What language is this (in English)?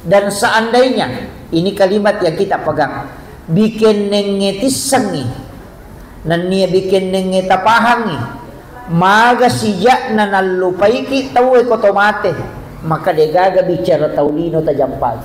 Buginese